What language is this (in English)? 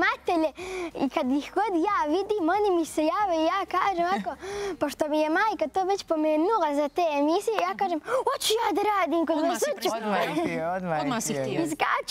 Bosnian